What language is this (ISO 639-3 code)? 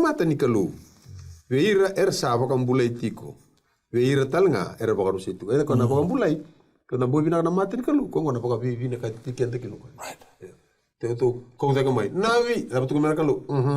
fij